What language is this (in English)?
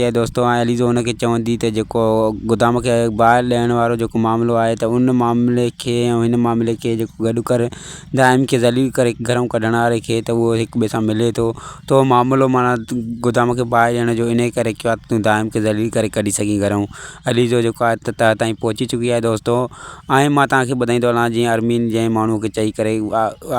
Sindhi